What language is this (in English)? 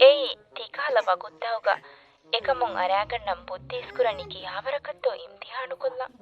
Divehi